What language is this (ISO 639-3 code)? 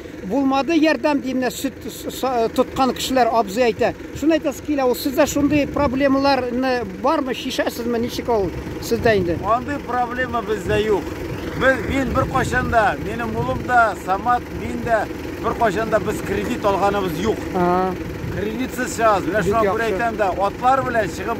tat